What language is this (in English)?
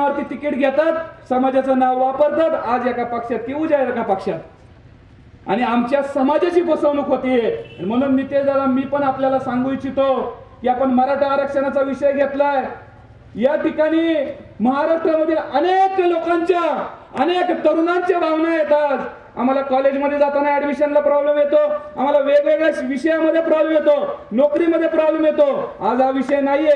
Marathi